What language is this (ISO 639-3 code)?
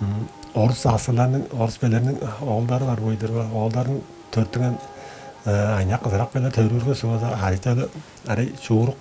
tyv